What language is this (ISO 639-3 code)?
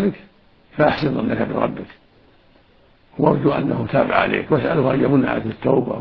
ara